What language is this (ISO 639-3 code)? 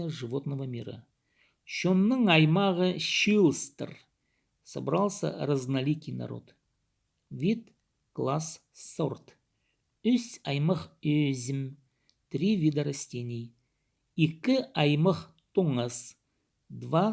kjh